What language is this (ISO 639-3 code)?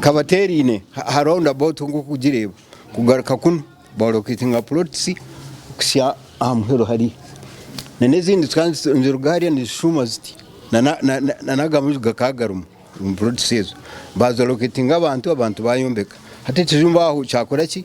nyn